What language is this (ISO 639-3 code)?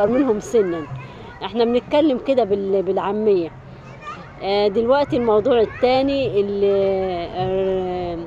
arz